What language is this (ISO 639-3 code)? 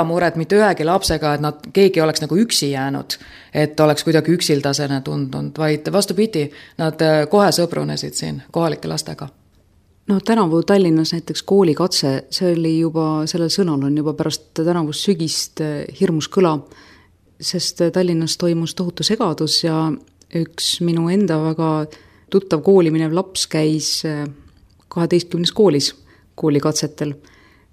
est